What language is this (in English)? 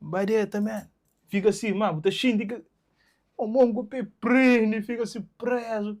Kabuverdianu